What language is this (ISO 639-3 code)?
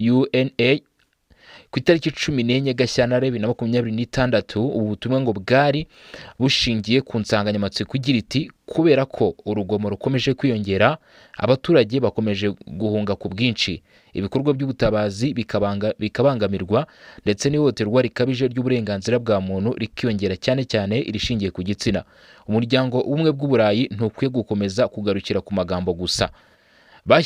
kin